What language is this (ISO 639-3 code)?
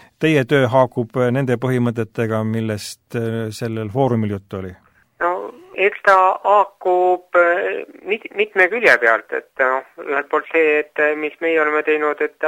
est